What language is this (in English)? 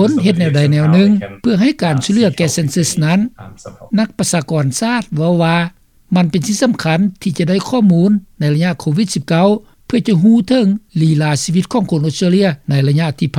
Lao